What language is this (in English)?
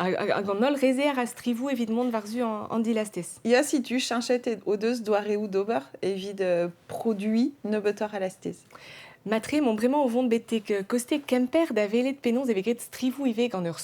Breton